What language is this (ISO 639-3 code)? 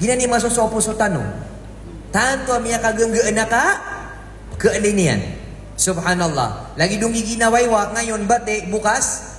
mrw